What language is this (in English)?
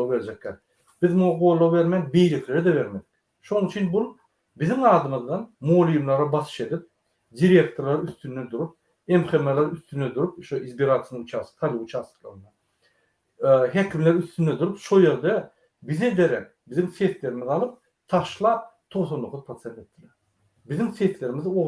Turkmen